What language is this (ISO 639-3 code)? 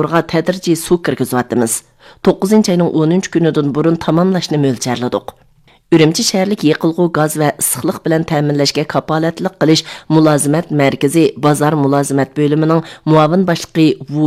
uig